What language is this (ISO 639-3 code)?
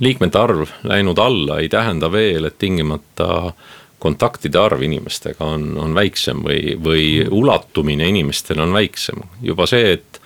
est